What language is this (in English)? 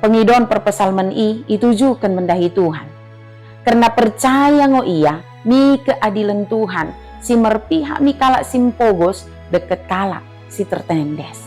Batak Dairi